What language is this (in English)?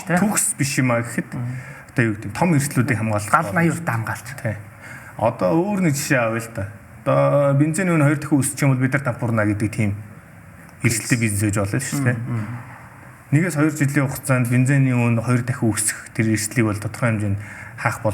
Mongolian